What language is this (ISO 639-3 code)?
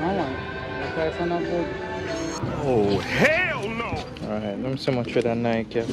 jam